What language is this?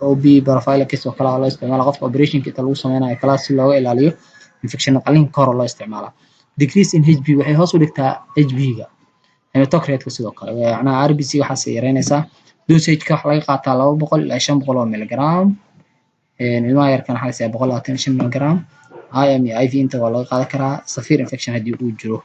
Somali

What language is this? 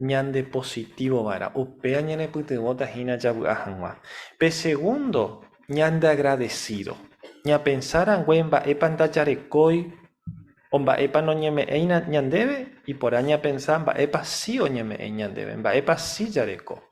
Guarani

